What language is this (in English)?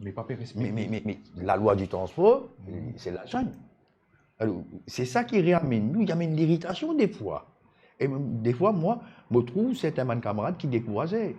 Morisyen